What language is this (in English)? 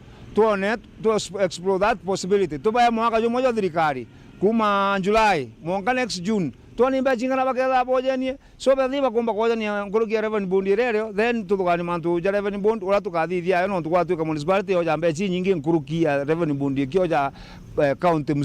Meru